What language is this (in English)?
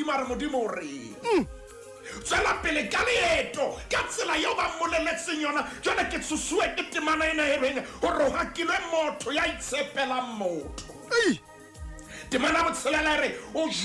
Southern Sotho